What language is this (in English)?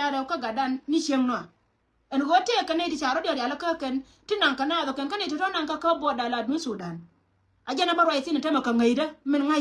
Nuer